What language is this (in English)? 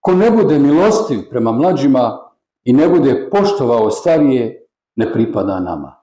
Bosnian